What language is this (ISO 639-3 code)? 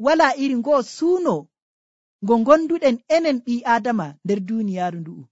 fuv